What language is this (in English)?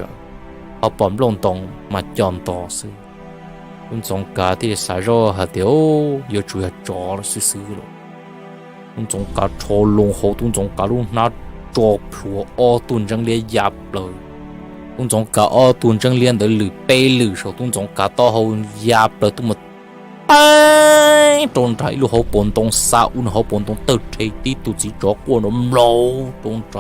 Hmong